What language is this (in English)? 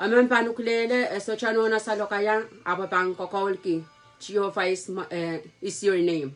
Pohnpeian